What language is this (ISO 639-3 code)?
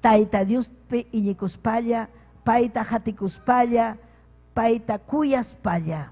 quy